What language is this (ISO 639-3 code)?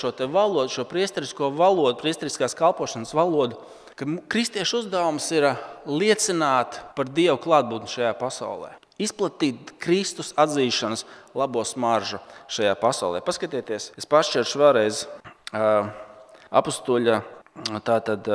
lav